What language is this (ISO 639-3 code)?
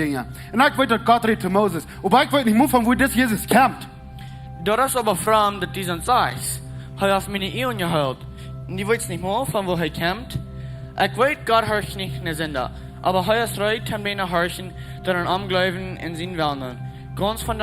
pdt